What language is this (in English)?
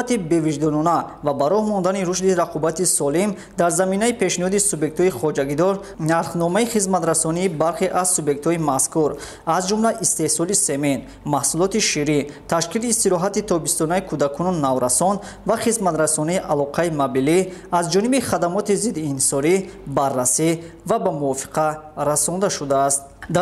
Tajik